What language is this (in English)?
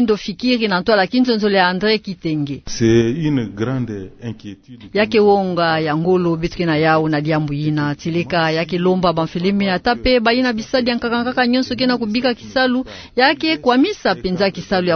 Kituba (Democratic Republic of Congo)